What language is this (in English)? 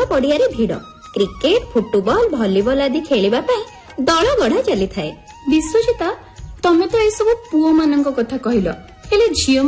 Odia